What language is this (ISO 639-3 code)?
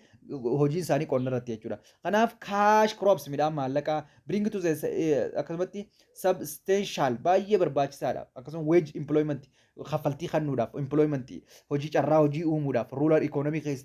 orm